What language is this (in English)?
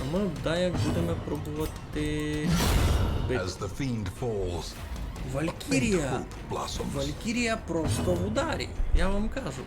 Rusyn